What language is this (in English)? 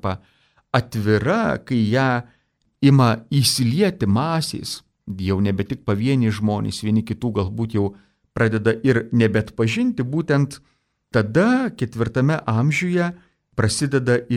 Lithuanian